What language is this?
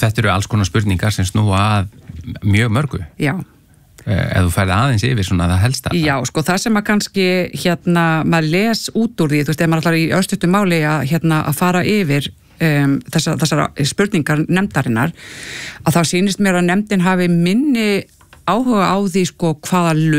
Icelandic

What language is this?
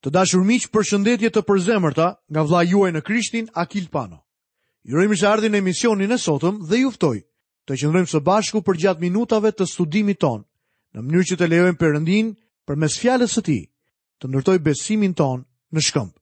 Albanian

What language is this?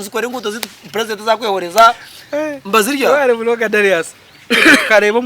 Nyankole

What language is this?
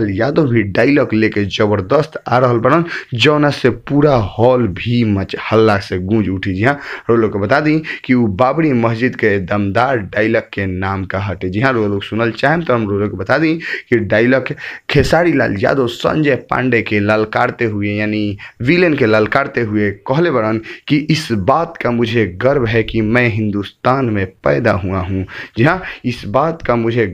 Bhojpuri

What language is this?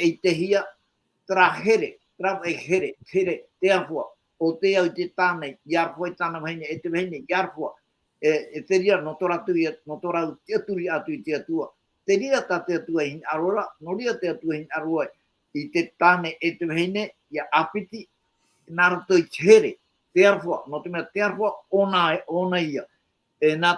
Tahitian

